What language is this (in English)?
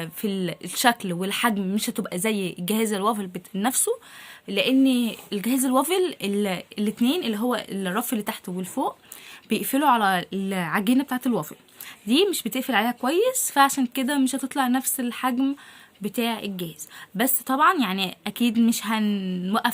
Egyptian Arabic